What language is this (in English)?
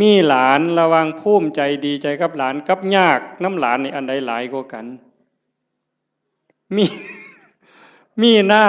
Northeastern Thai